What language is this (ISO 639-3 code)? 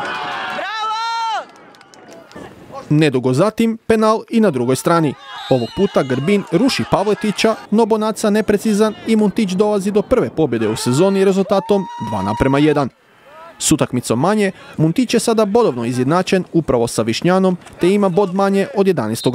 hrv